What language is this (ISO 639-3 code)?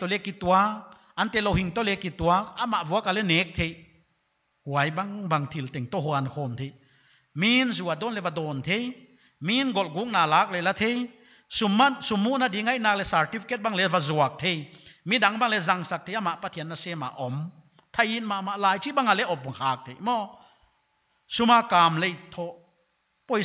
pck